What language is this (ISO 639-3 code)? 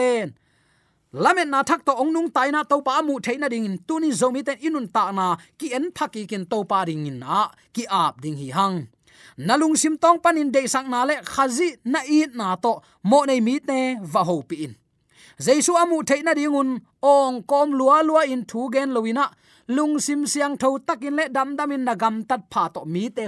ctd